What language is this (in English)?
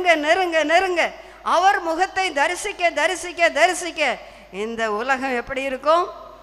Tamil